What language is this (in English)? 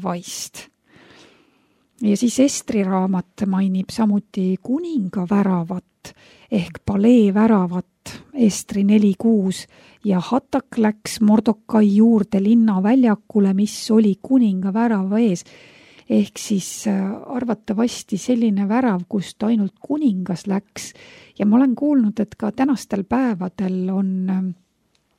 Estonian